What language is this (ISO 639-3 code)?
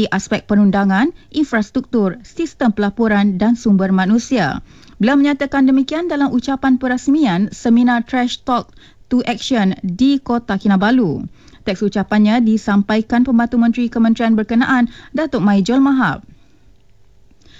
msa